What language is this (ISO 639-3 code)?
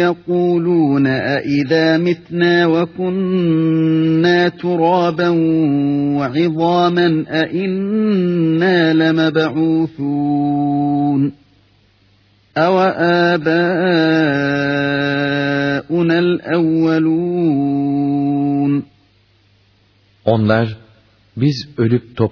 tur